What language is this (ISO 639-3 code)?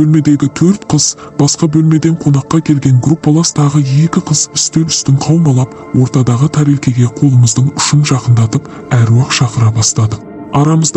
kaz